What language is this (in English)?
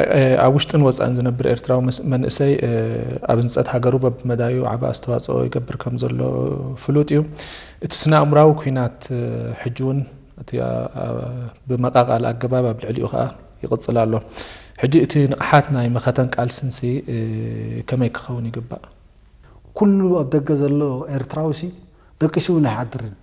Tigrinya